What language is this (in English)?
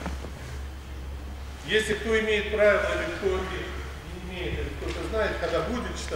Russian